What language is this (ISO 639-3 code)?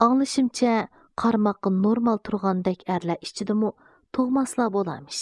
uig